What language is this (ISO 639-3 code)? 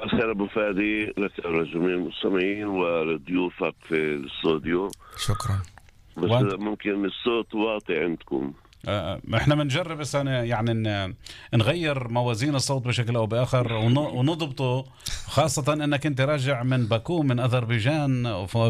apc